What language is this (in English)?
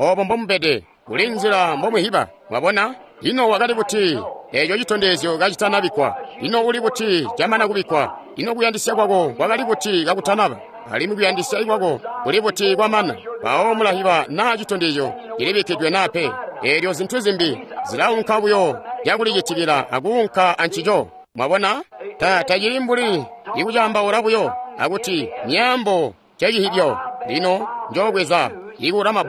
Tonga (Zambia)